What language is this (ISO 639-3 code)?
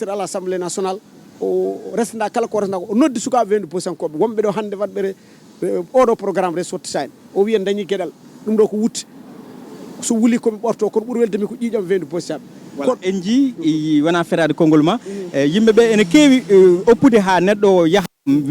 ful